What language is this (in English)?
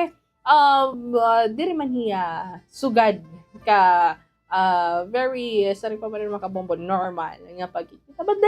Waray